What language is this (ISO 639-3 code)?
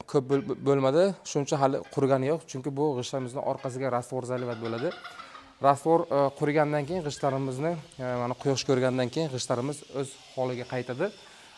uzb